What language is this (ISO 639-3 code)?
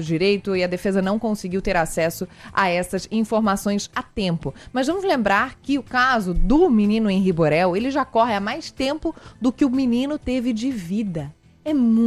por